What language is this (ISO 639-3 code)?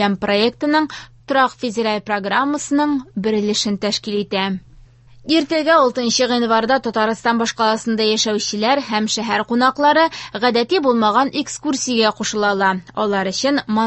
tat